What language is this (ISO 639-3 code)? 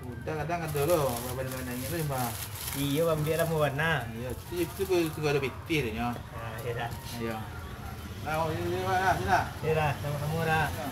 min